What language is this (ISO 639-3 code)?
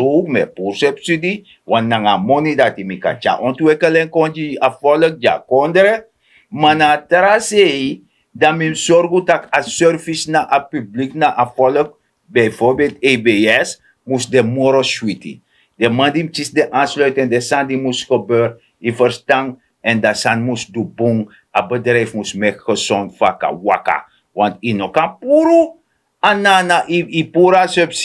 srn